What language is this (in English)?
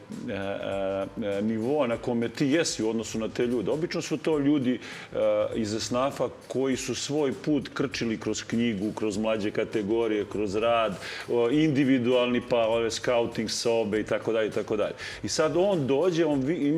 Serbian